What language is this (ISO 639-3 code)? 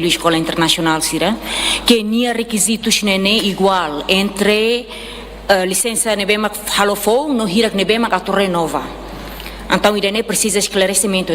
tet